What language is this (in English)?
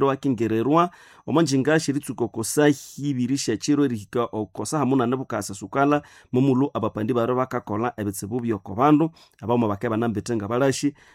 Nande